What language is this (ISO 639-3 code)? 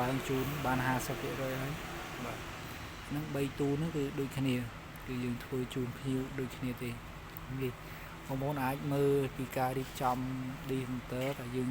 khm